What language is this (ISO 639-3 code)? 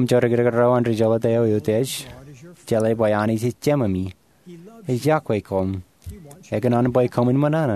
mah